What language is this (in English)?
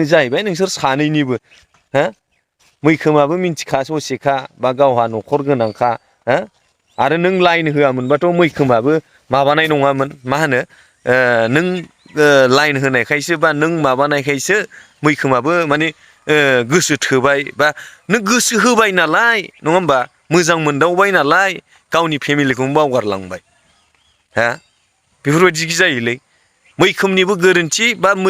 Bodo